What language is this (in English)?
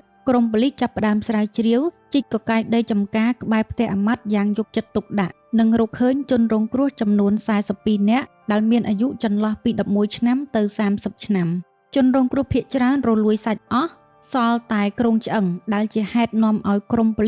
Khmer